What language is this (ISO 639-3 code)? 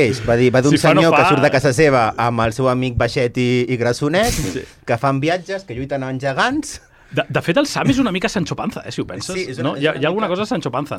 cat